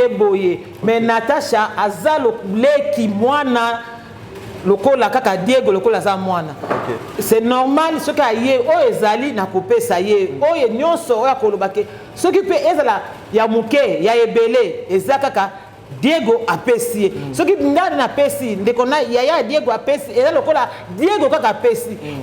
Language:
Lingala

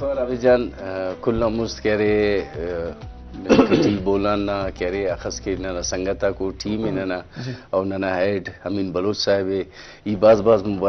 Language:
Brahui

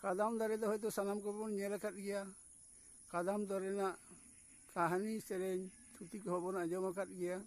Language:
Santali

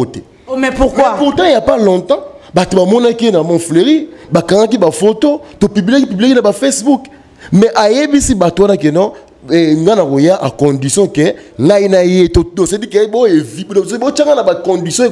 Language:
Lingala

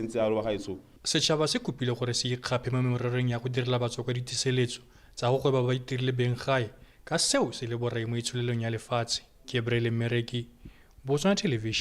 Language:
Tswana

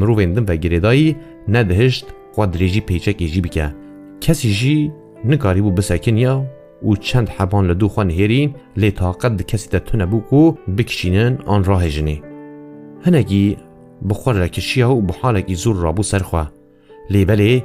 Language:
Kurdish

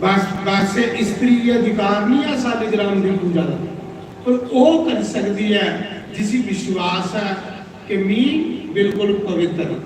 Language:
Dogri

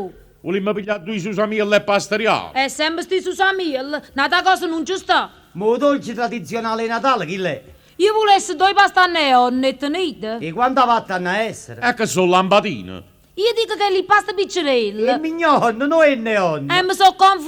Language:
Neapolitan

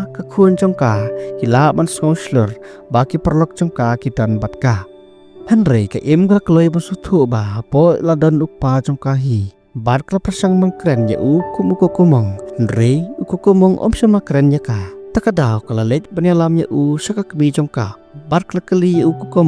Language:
Khasi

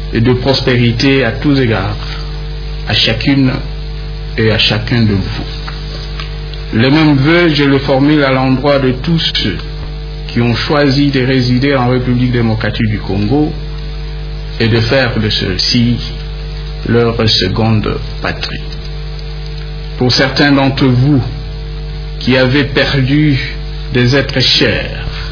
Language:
French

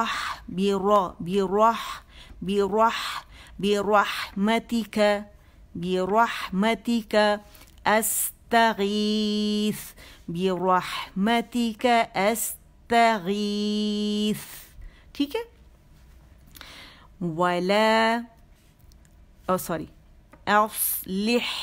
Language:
Urdu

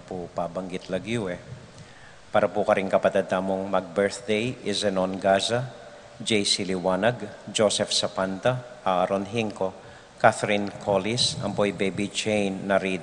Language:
Pampanga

